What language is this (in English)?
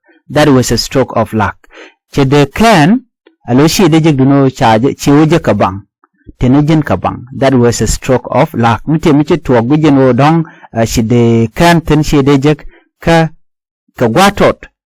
Nuer